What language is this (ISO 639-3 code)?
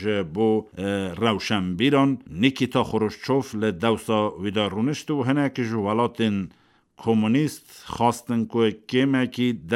kur